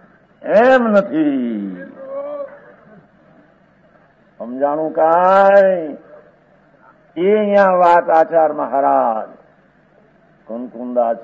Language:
Gujarati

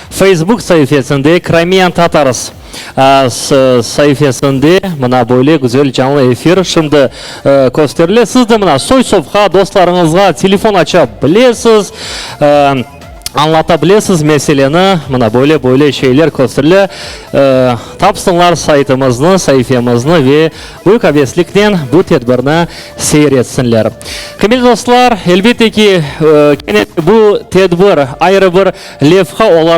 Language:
Crimean Tatar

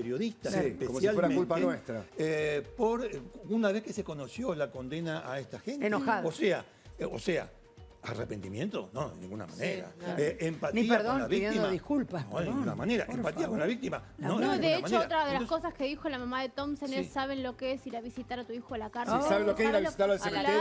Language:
Spanish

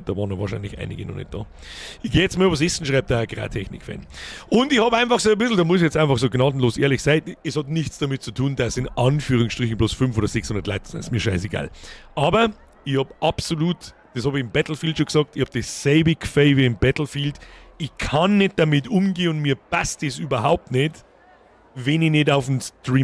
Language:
Bavarian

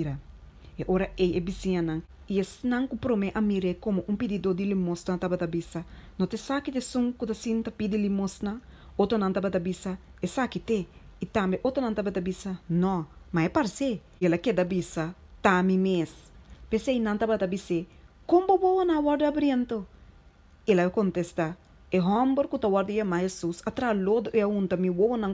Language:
Papiamento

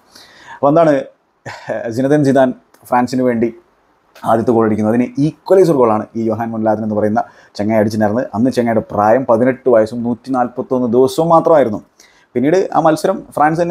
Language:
Malayalam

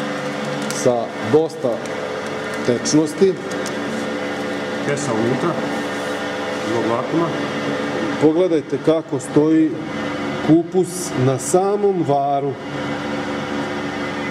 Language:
Serbian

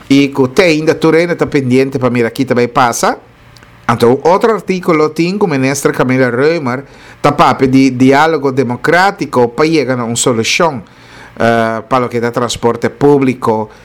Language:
Papiamento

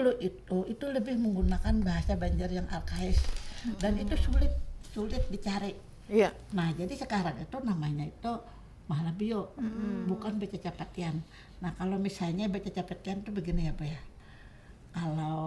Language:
Banjar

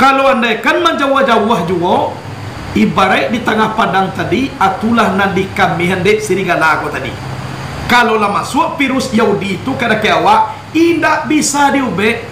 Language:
Minangkabau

